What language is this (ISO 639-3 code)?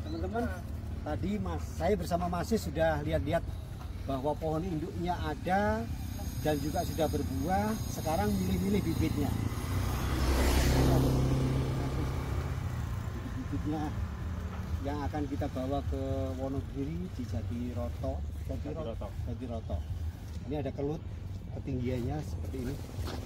ind